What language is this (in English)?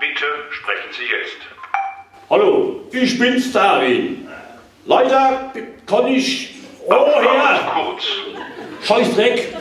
Palatine German